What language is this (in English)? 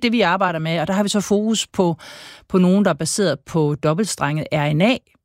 Danish